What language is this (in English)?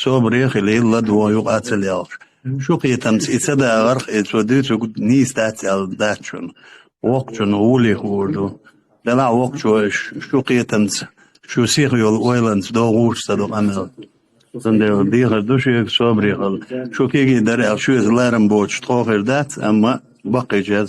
Chechen